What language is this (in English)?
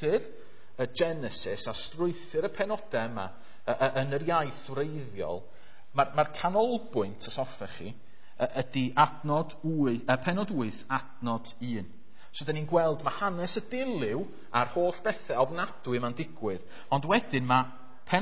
Welsh